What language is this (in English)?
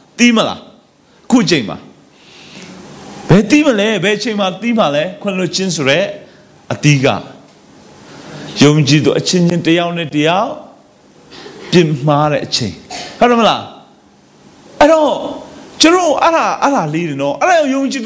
Burmese